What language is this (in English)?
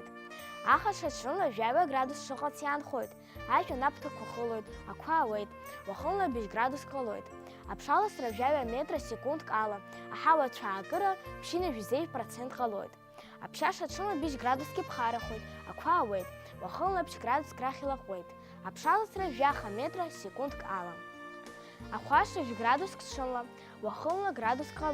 Abkhazian